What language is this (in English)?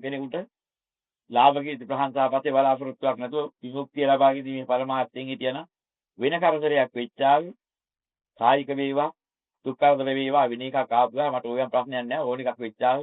Sinhala